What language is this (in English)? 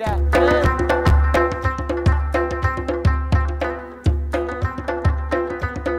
Persian